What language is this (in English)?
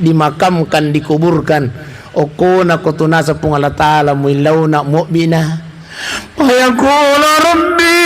Buginese